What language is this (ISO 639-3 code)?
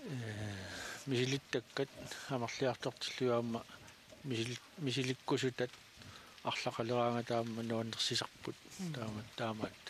kal